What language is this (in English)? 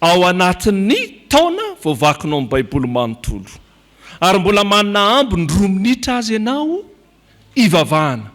Malagasy